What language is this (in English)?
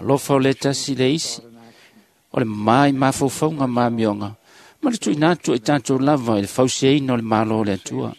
Samoan